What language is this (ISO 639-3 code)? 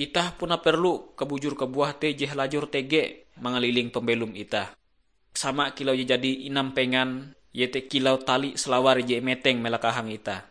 nij